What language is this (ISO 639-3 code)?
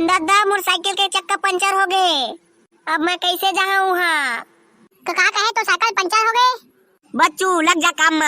hne